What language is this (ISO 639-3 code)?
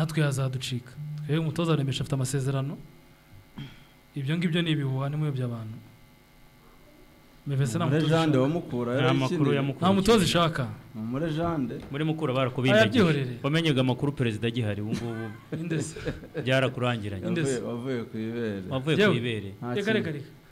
kin